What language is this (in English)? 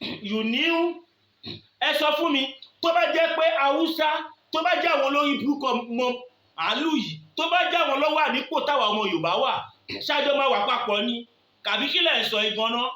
Yoruba